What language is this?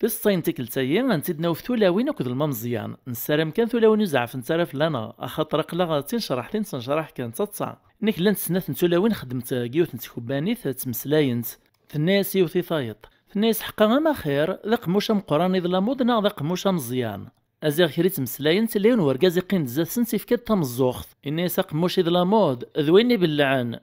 Kabyle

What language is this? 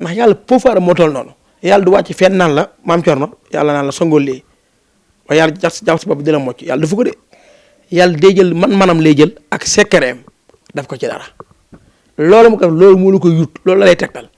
Wolof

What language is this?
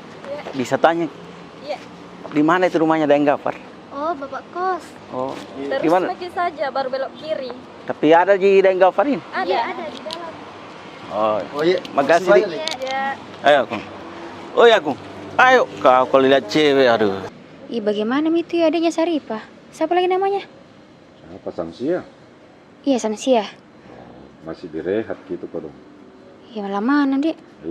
Makassar Malay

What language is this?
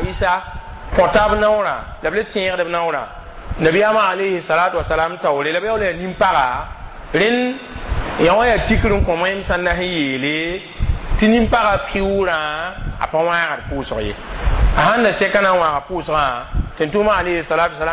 Mossi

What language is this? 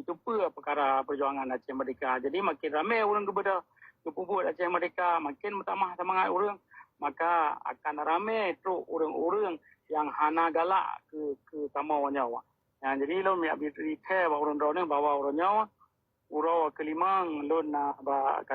Achinese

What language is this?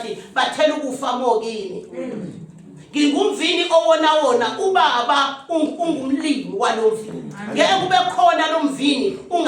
Zulu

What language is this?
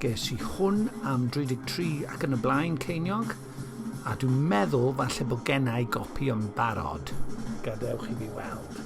Welsh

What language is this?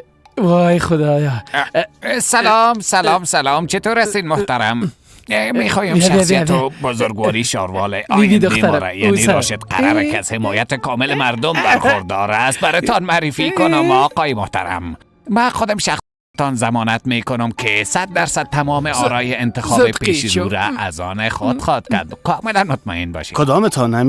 Persian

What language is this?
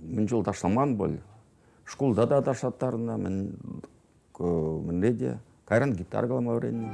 Chuvash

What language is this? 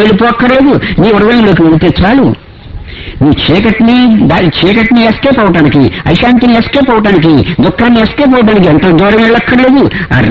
Telugu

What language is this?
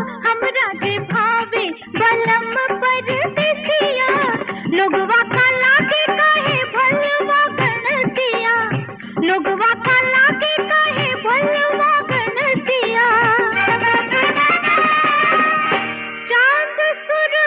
Bhojpuri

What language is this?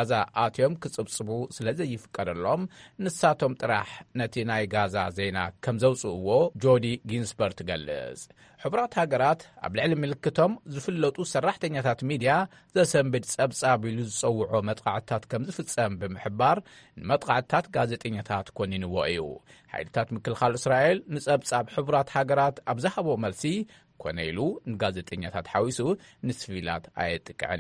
Tigrinya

